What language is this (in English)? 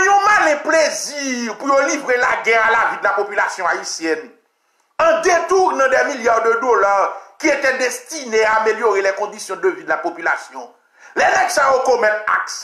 French